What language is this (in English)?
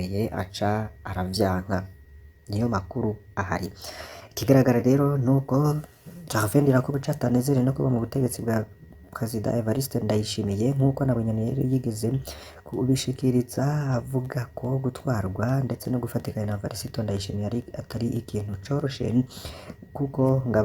Rundi